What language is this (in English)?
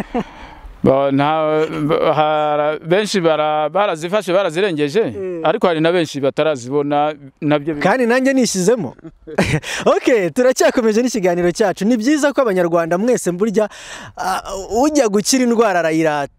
Kinyarwanda